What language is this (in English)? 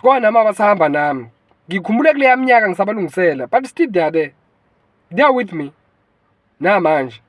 Zulu